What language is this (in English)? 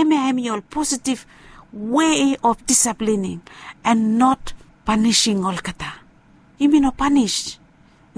Bislama